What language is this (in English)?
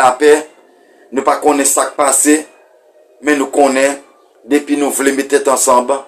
Haitian Creole